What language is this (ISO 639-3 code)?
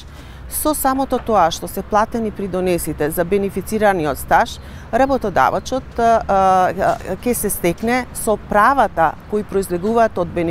mkd